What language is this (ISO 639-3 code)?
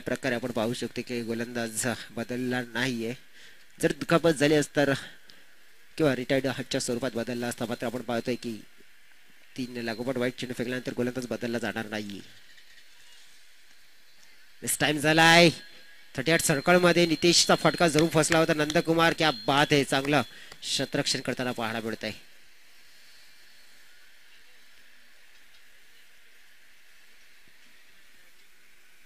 mar